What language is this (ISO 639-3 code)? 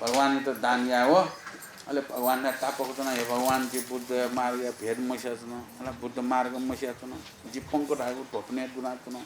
new